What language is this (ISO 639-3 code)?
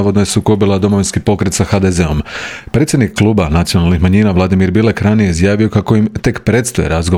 hrv